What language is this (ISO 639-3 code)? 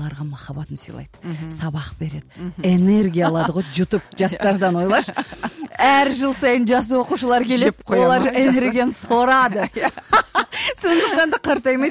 kaz